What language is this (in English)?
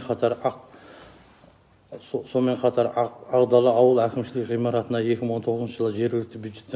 Kazakh